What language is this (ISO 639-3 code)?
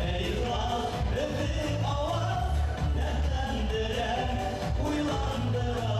bak